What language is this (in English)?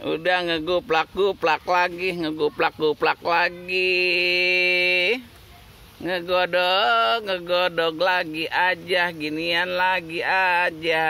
Betawi